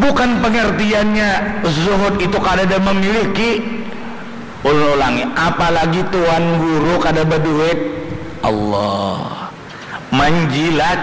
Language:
Banjar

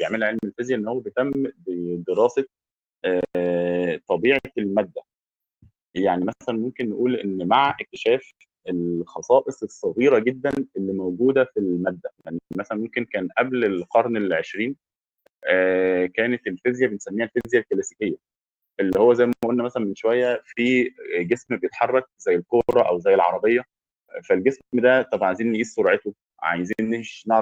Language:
Egyptian Arabic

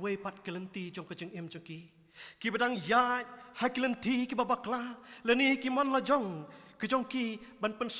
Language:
Khasi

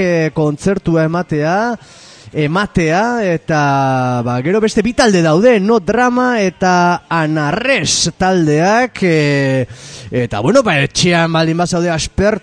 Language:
Basque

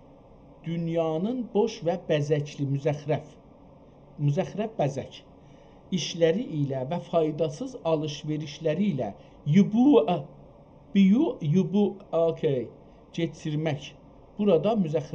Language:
South Azerbaijani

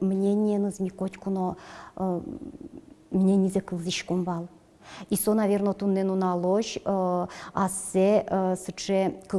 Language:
Udmurt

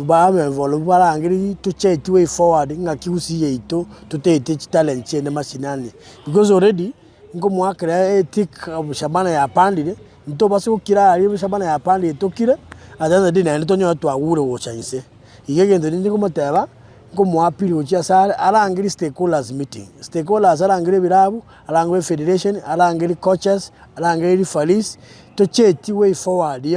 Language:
Gusii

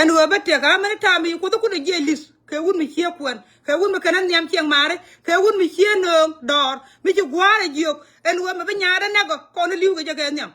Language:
Nuer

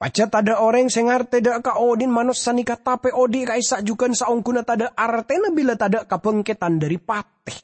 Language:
Madurese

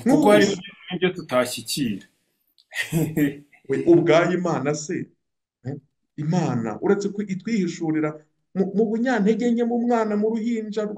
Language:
Kinyarwanda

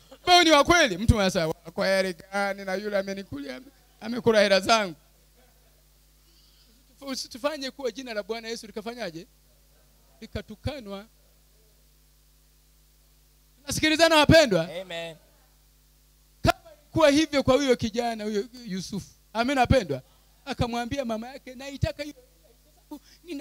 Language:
Swahili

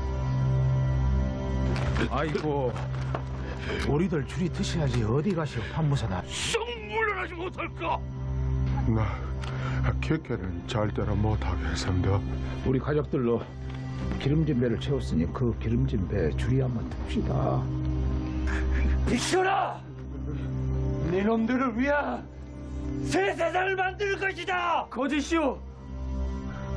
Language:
Korean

